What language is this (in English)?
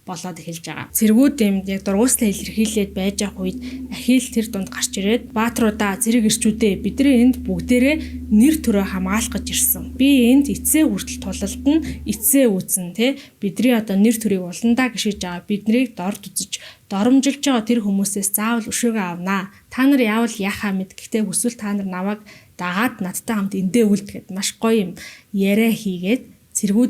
Mongolian